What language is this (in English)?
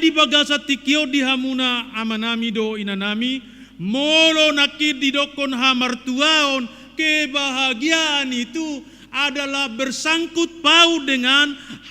Batak Toba